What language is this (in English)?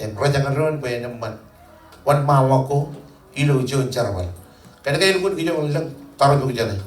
Marshallese